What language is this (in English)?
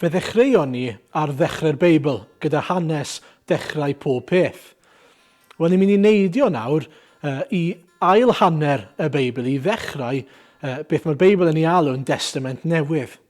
Welsh